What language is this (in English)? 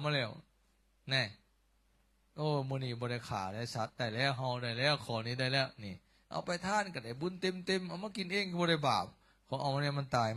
Lao